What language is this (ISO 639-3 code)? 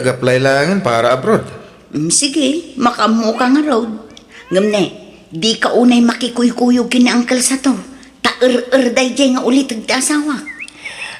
ilo